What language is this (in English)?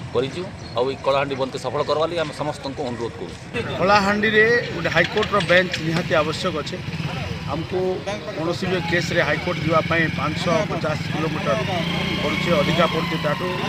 Odia